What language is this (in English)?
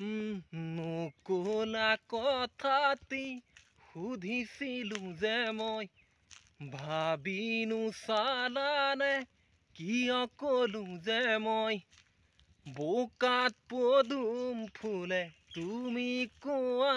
Assamese